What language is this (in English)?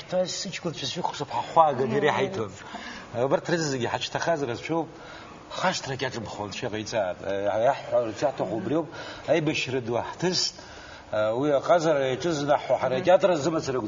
Abkhazian